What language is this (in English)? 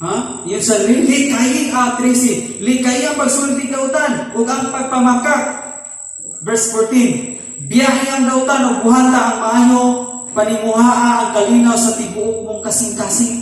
Cebuano